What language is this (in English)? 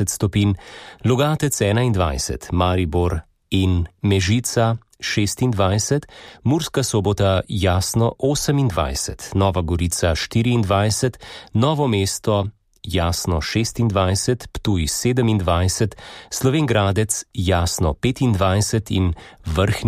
Slovenian